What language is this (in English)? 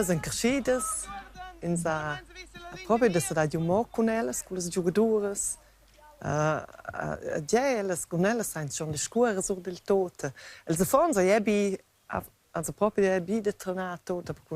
Romansh